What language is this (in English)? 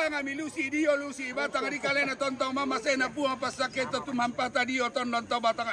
Toraja-Sa'dan